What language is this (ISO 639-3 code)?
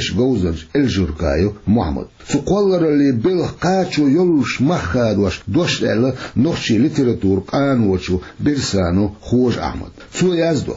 che